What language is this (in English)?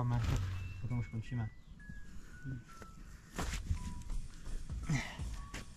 Czech